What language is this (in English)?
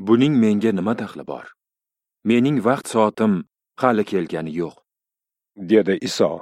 Uzbek